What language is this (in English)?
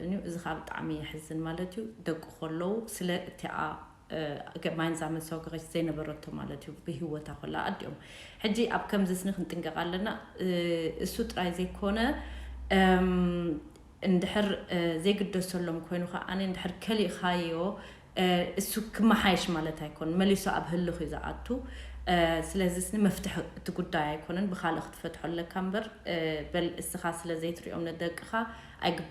Tigrinya